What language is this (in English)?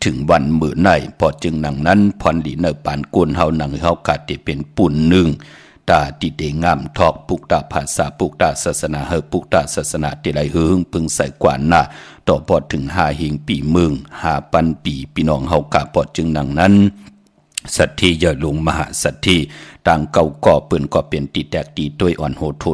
Shan